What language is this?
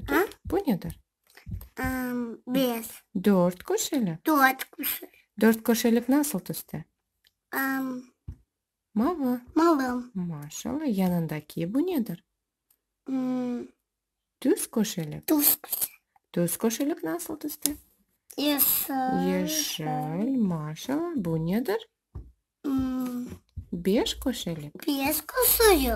Crimean Tatar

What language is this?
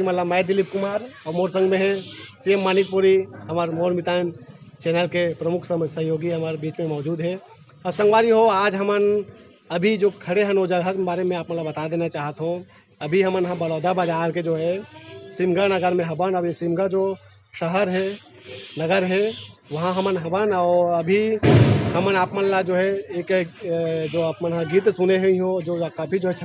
Chhattisgarhi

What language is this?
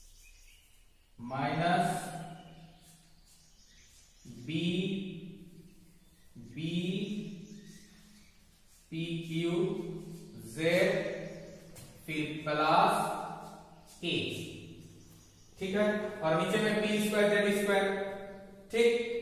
Hindi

